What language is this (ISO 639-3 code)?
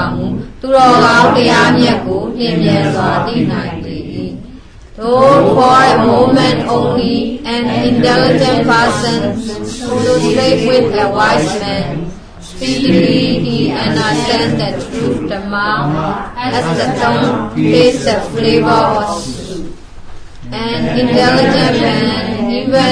mya